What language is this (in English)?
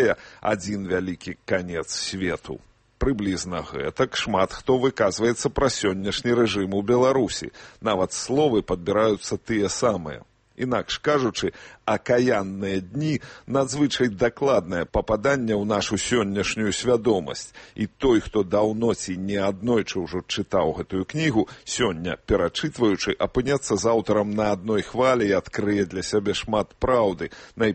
Belarusian